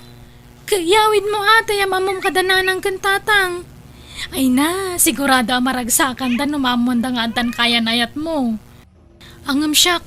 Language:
Iloko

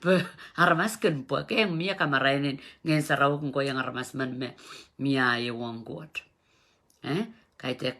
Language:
Pohnpeian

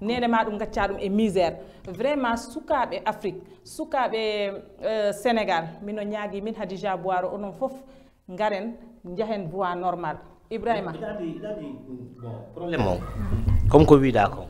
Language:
Swahili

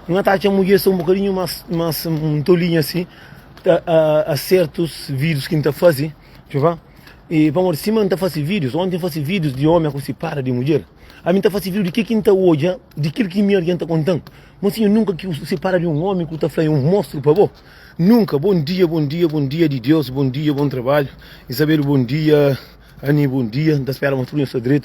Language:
Kabuverdianu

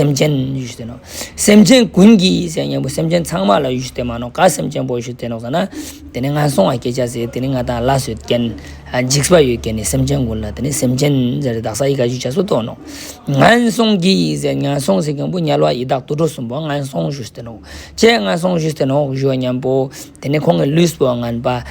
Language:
Ladakhi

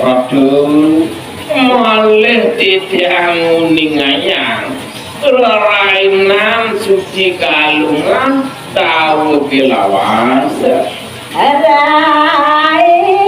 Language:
Balinese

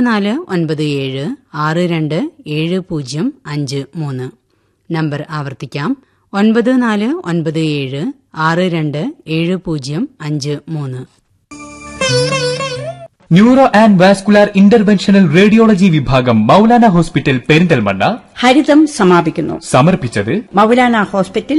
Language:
Malayalam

